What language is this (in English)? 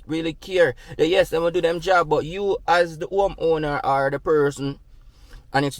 Jamaican Creole English